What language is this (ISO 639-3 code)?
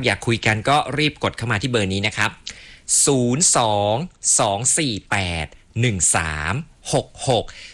tha